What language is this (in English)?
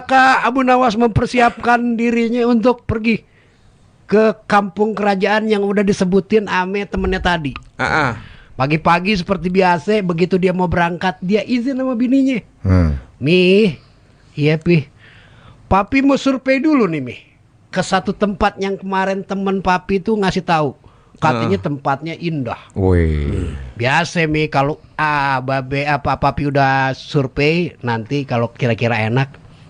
Betawi